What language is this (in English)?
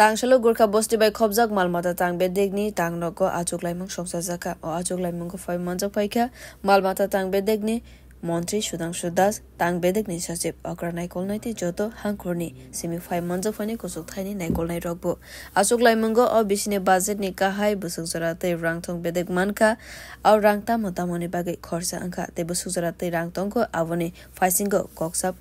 Kok Borok